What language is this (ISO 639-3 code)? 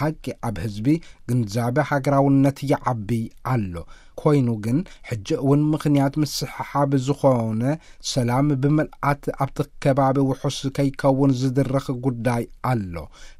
tir